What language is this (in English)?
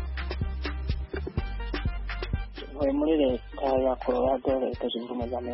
Kinyarwanda